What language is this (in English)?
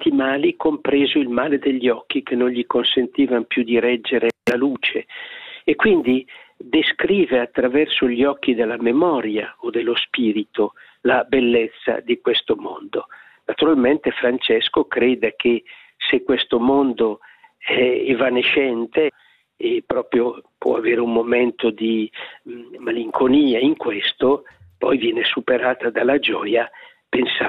Italian